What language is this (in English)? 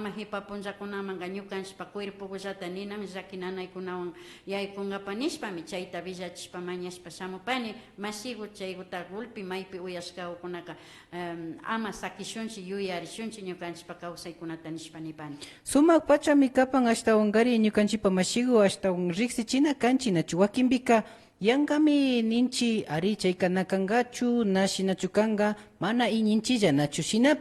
Imbabura Highland Quichua